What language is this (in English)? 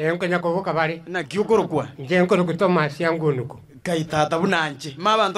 Gusii